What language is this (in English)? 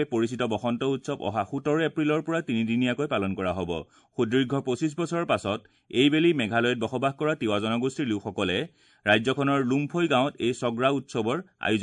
Assamese